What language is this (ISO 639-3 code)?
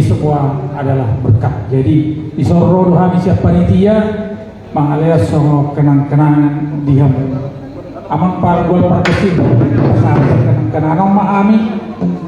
bbc